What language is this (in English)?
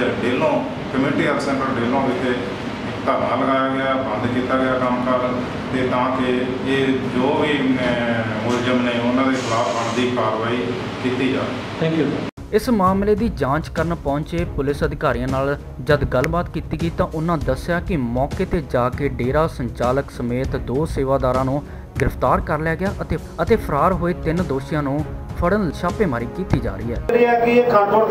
Punjabi